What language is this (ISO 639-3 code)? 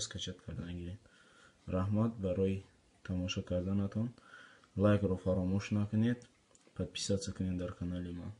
tgk